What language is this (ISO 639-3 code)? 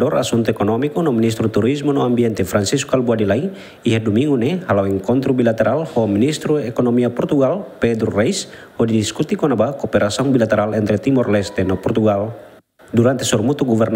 tet